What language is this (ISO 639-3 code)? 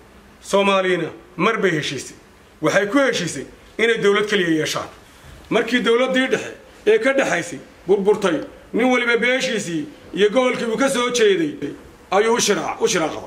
som